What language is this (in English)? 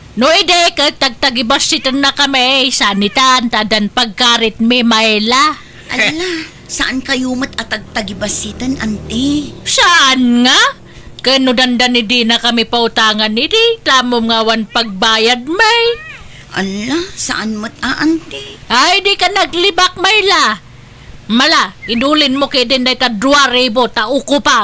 Iloko